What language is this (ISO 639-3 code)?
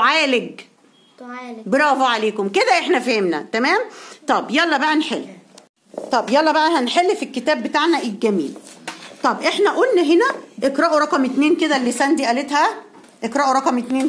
arz